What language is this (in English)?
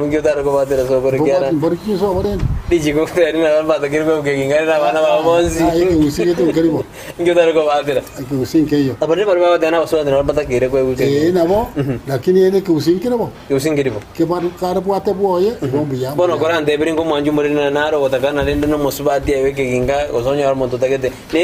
Gusii